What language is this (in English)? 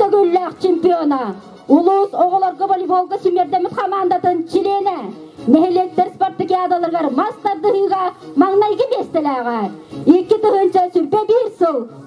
Yakut